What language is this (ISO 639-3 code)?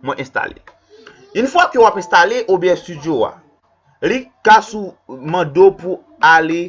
hat